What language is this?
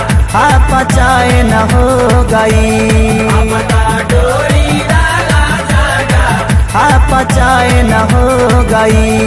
Bhojpuri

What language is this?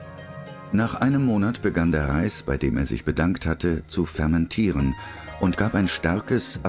German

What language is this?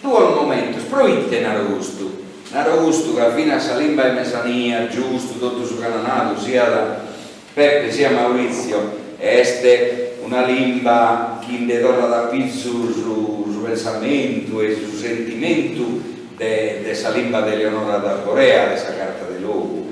Sardinian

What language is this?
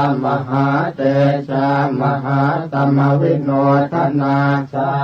Pali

